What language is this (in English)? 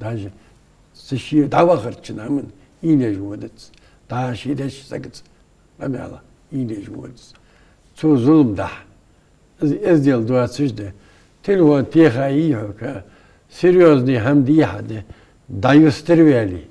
Ingush